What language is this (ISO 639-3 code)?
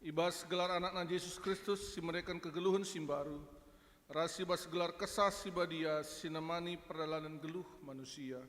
btx